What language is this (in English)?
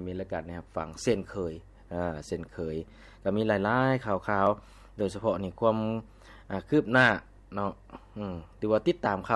Lao